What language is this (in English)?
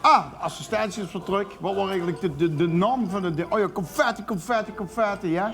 Limburgish